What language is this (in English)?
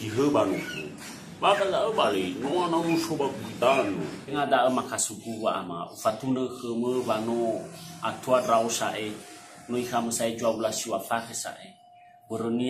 Nias